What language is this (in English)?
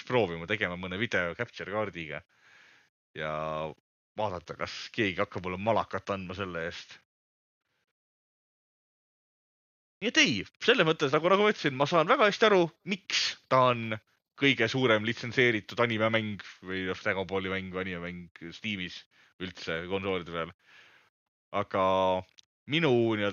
Estonian